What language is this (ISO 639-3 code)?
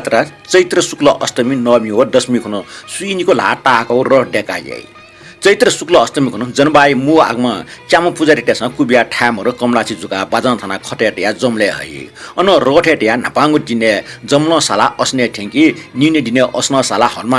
new